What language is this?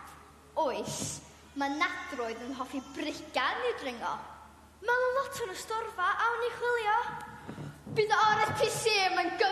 Welsh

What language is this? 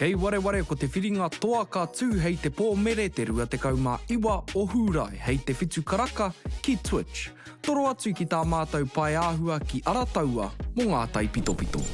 Māori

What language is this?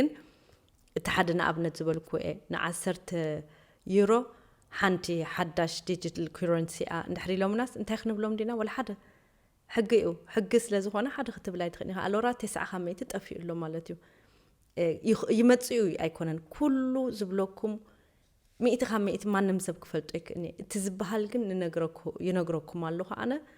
Tigrinya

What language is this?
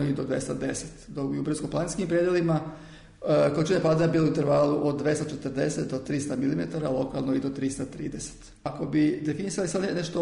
Serbian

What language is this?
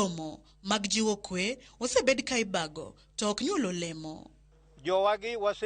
Luo (Kenya and Tanzania)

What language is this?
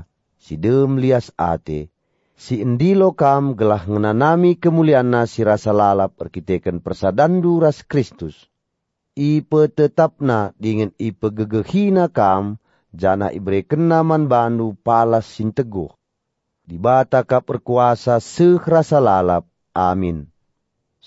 Batak Karo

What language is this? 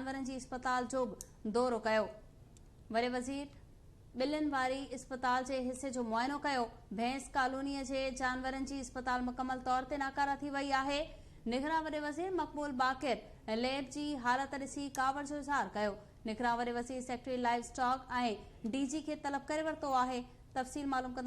Sindhi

